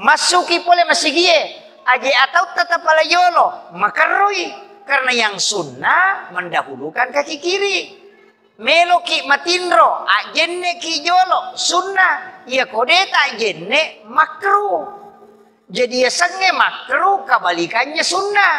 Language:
Buginese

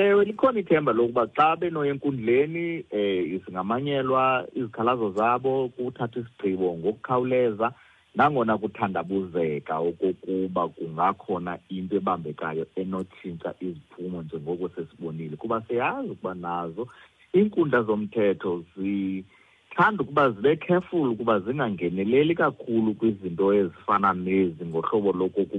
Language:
Xhosa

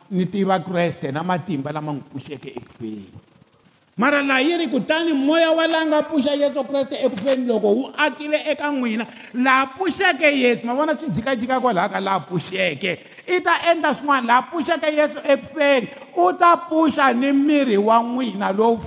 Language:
Tsonga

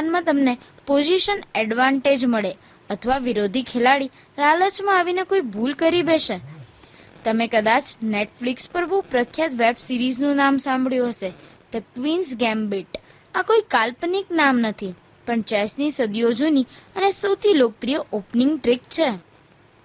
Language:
Gujarati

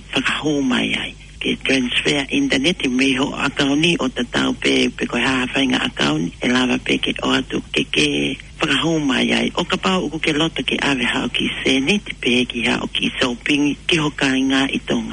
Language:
Tongan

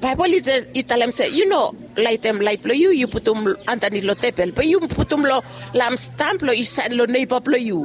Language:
Bislama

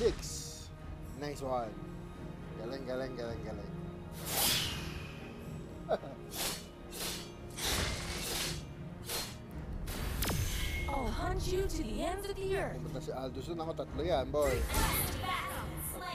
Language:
Filipino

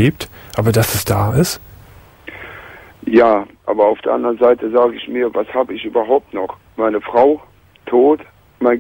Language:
German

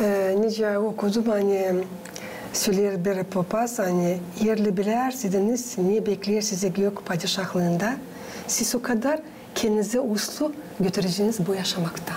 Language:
Gagauz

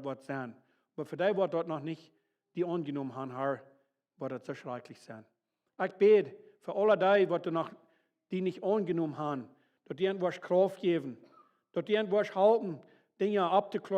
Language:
Plautdietsch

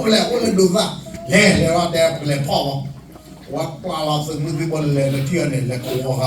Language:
S'gaw Karen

